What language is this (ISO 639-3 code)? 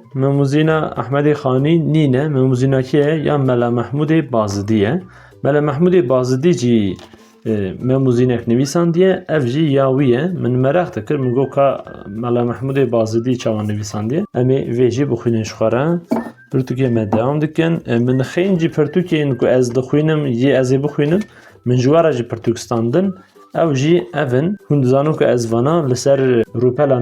kur